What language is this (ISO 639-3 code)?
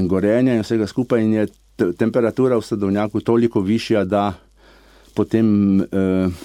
slv